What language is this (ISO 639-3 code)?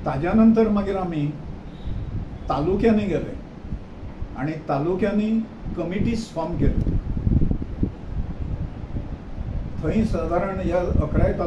kok